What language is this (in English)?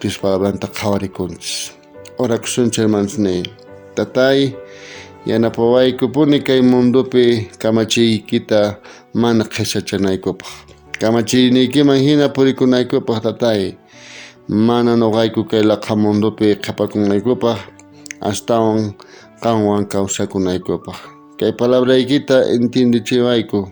South Bolivian Quechua